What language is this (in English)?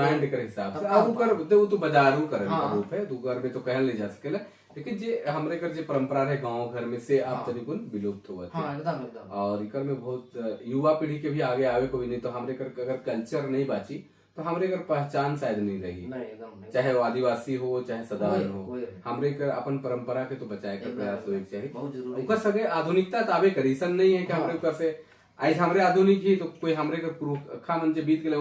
Sadri